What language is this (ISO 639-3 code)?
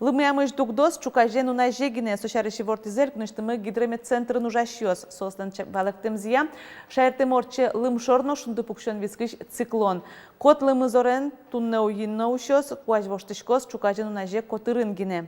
udm